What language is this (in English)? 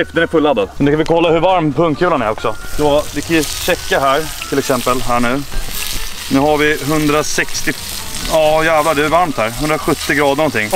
Swedish